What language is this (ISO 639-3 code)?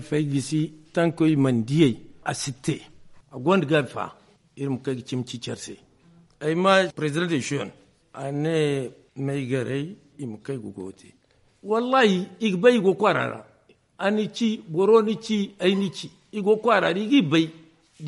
dje